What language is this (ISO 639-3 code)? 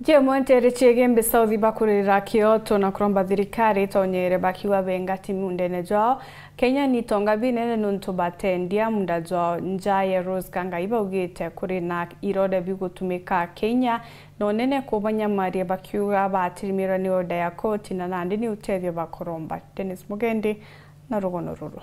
mer